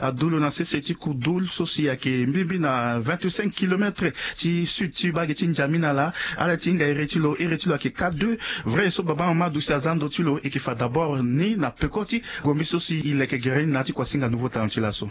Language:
Sango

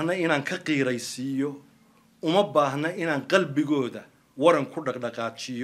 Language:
Somali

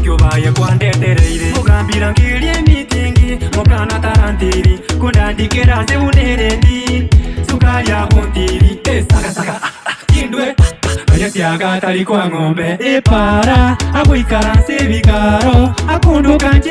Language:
Gusii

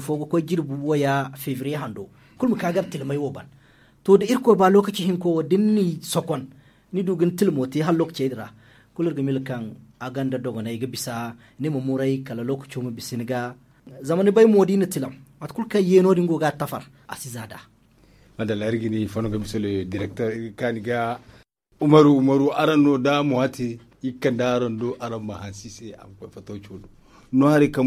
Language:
Zarma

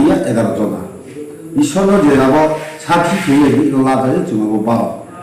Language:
Riang (India)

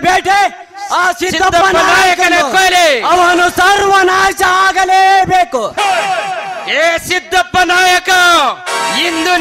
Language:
Kannada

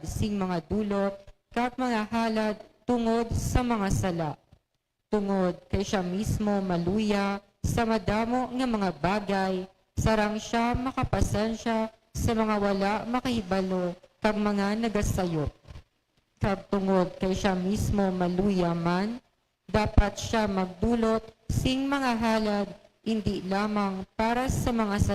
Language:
Hiligaynon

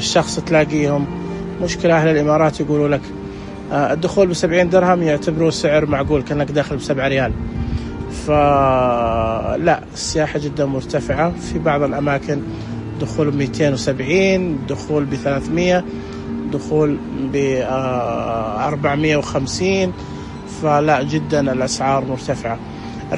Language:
Najdi Arabic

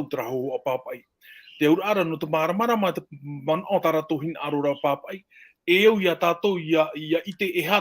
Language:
Tahitian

